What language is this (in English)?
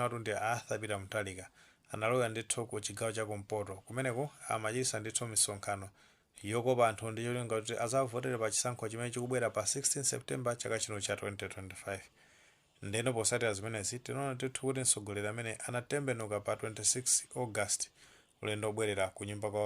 Nyanja